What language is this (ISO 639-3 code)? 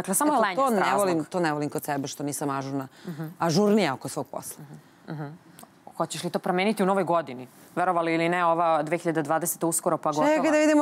srp